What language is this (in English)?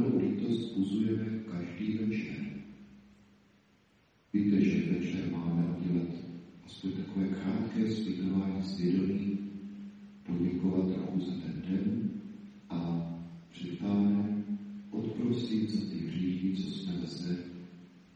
Czech